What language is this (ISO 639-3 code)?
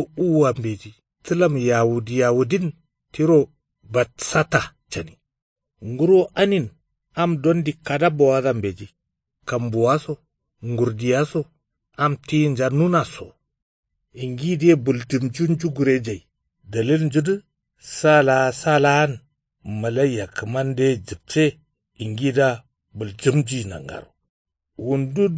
kau